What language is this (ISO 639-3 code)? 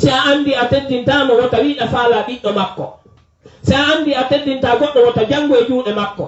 ful